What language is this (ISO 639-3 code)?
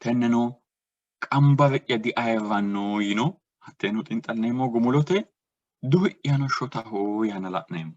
sid